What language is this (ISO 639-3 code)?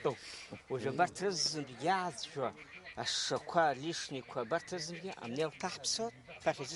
abk